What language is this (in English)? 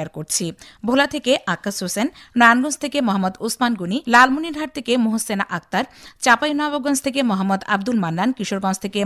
Bangla